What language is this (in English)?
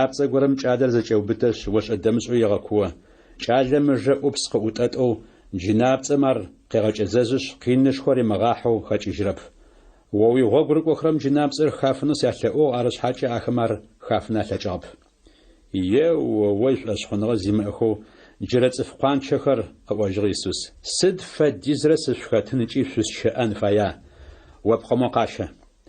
Adyghe